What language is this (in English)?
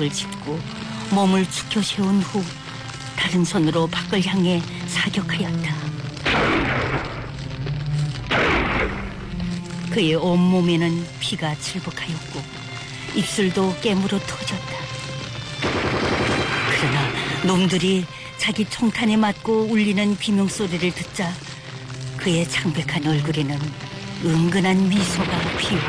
Korean